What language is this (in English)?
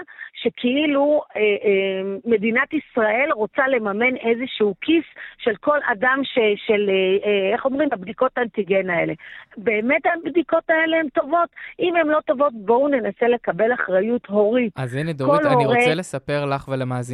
Hebrew